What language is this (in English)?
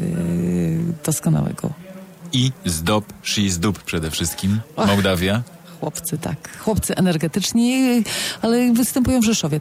Polish